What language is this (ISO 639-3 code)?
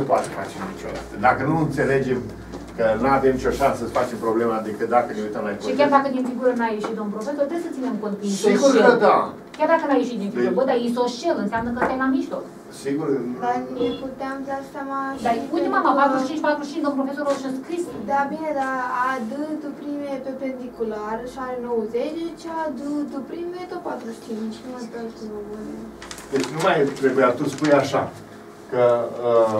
ron